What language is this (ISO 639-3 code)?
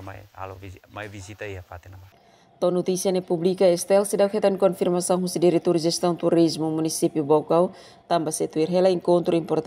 tet